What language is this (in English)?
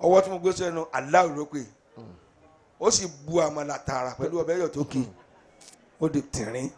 Yoruba